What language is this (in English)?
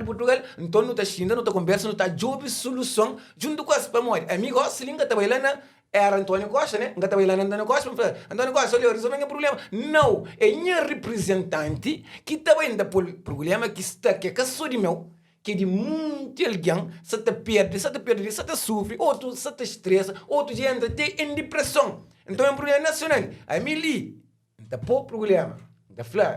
Kabuverdianu